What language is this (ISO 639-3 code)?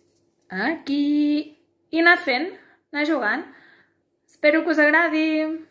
cat